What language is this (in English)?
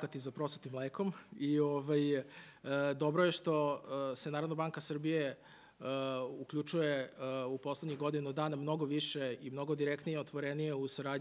Serbian